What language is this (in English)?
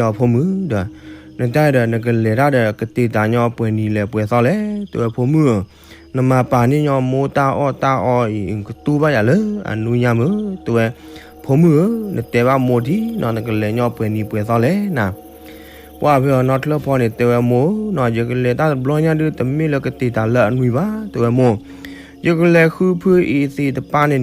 S'gaw Karen